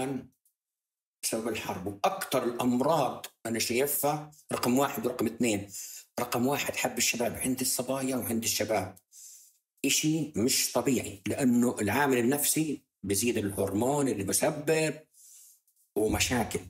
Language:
North Levantine Arabic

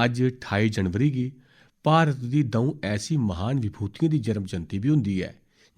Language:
Dogri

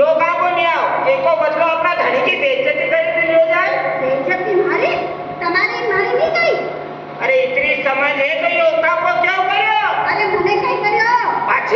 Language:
Rajasthani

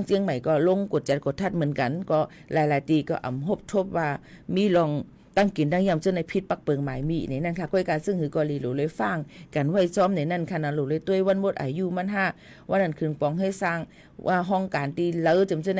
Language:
Shan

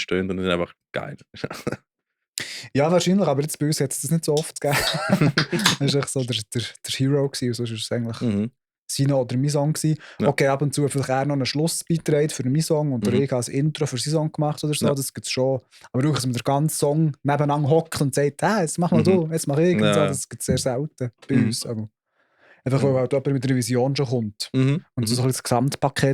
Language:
Swiss German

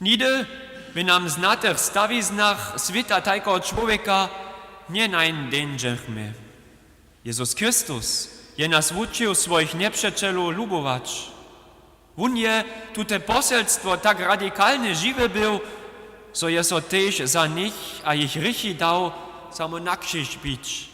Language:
Upper Sorbian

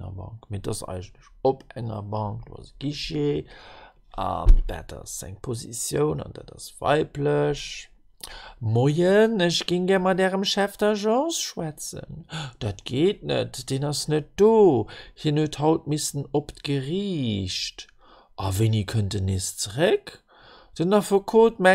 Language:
Luxembourgish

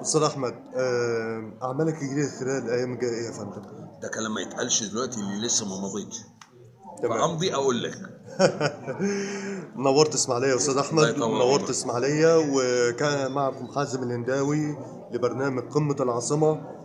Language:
Egyptian Arabic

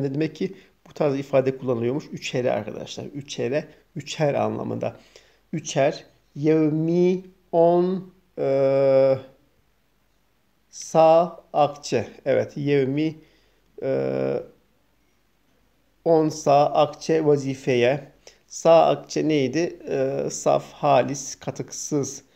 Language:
Turkish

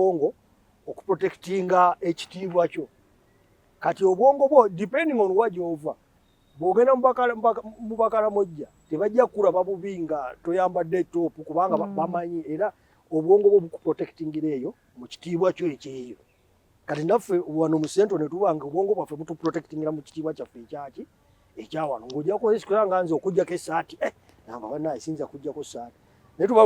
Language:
Ganda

